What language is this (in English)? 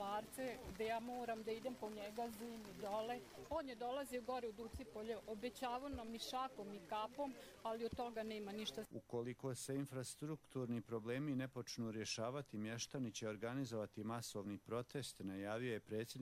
Bosnian